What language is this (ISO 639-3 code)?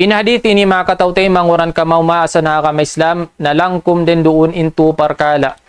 tsg